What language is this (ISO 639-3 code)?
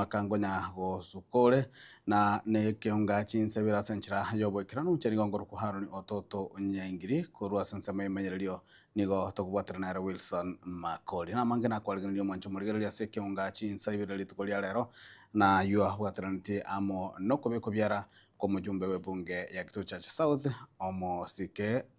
guz